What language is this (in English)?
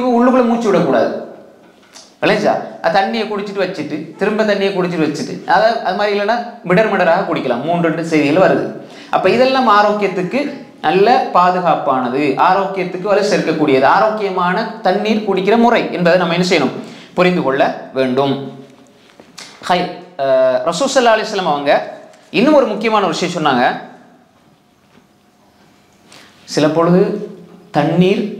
Tamil